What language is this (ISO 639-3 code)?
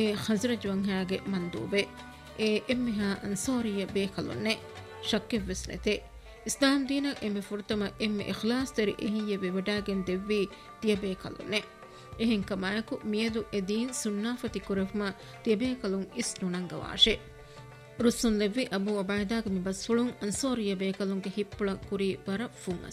div